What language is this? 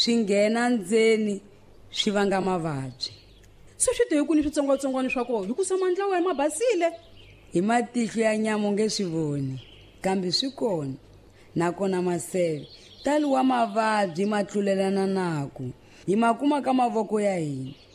Tsonga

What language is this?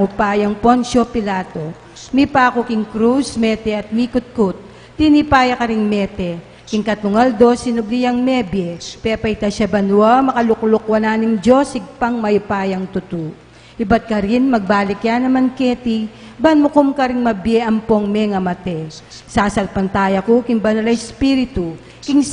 Pampanga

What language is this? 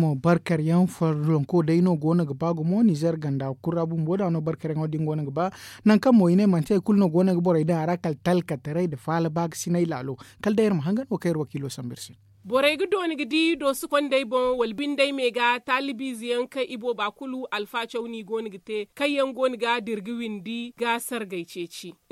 Zarma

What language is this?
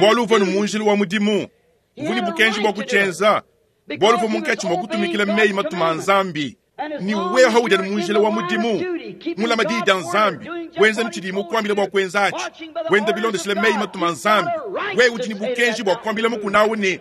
Luba-Lulua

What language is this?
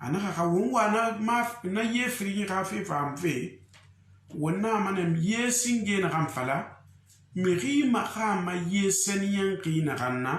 Susu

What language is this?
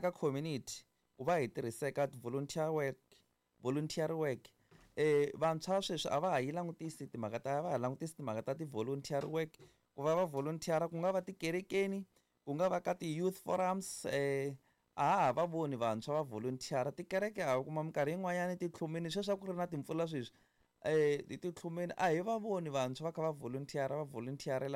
Tsonga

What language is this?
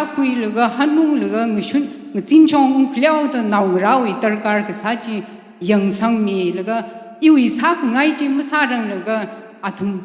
Tangkhul Naga (India)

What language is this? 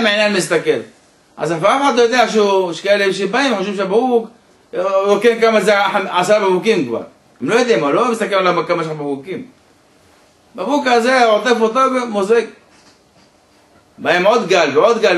Hebrew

